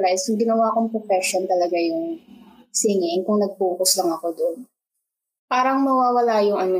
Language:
Filipino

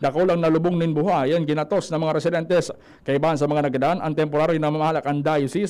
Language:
Bikol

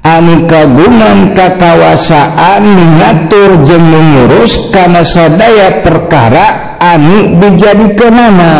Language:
Sundanese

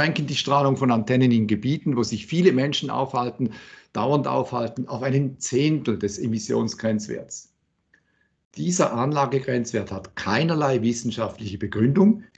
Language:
German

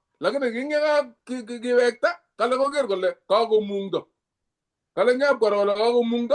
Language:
Kalenjin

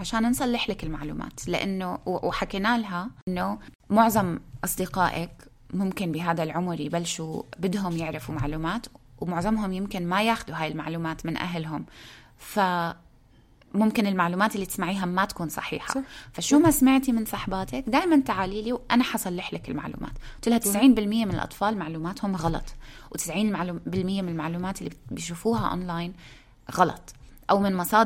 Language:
North Levantine Arabic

